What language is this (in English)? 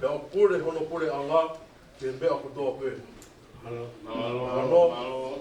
Tongan